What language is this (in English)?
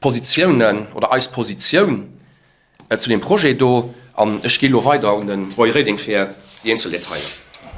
Luxembourgish